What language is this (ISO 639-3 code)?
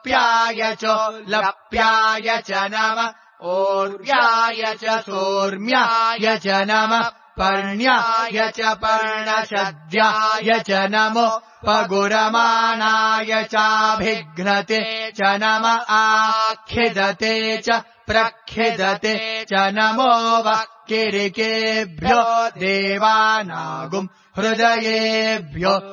san